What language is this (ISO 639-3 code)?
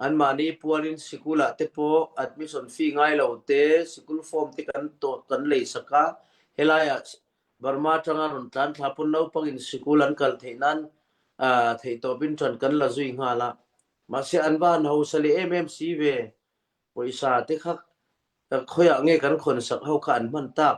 cnh